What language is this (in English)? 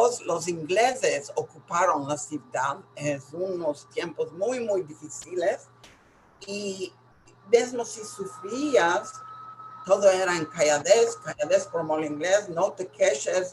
Ladino